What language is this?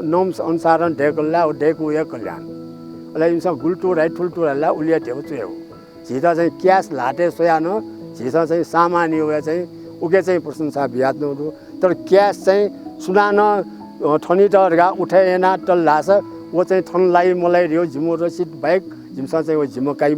Newari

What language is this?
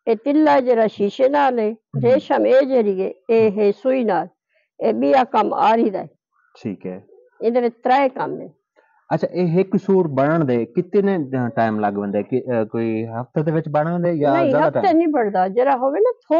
Saraiki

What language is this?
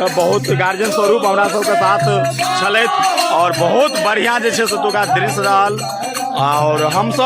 Maithili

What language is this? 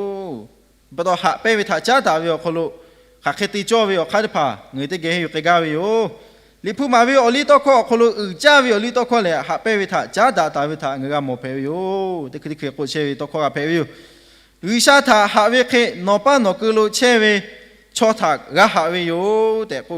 Lahu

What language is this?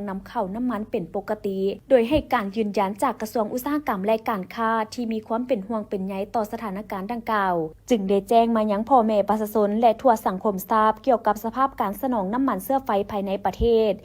Lao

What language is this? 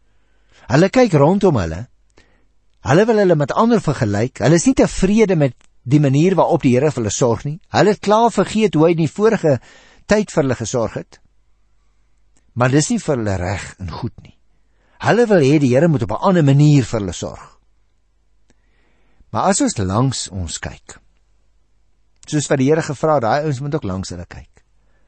Afrikaans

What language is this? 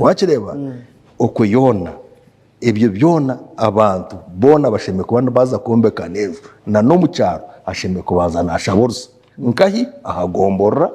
Nyankole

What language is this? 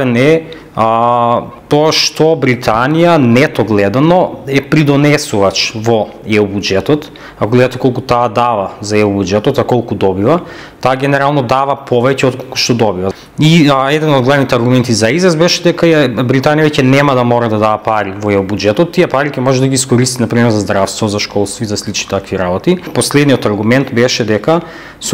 Macedonian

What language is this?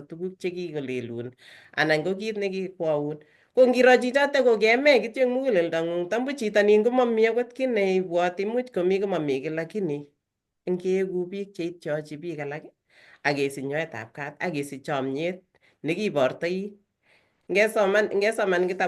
Kalenjin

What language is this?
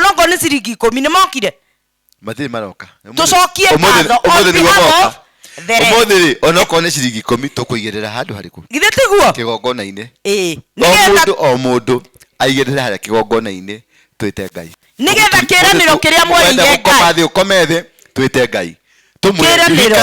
Kikuyu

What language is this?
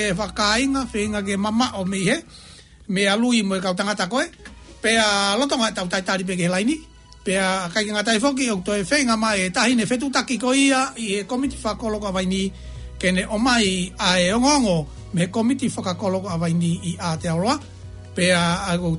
Tongan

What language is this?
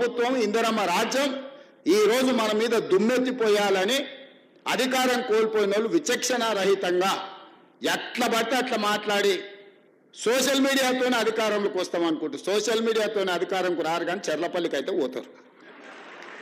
Telugu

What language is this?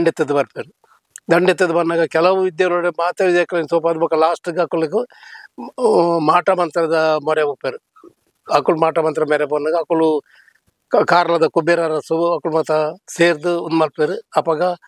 Tulu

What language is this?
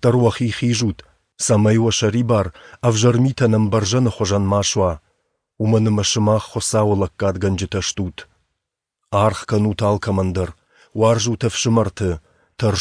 Ossetic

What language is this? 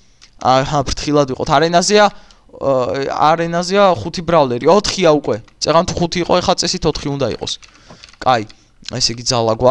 Georgian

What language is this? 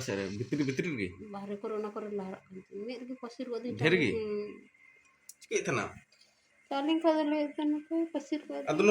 Santali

